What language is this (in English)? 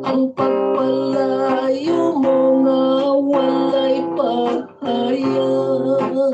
Hiligaynon